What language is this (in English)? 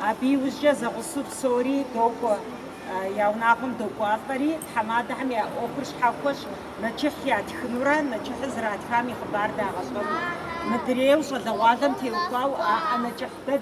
Kabardian